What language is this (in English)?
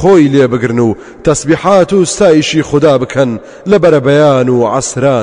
Central Kurdish